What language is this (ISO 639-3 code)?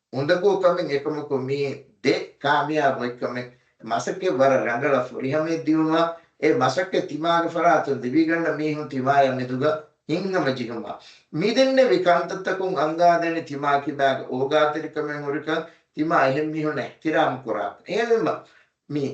div